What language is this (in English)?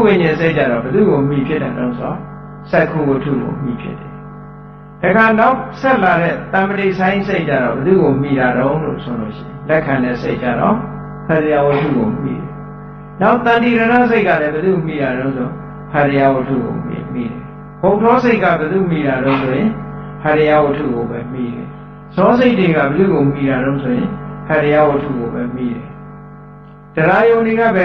Burmese